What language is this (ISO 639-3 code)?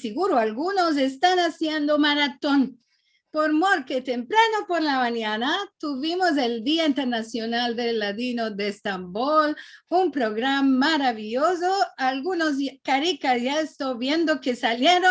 lad